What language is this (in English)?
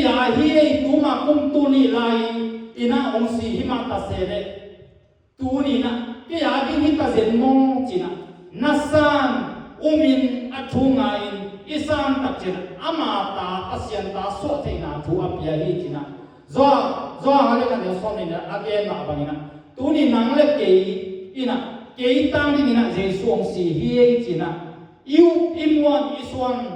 Tedim Chin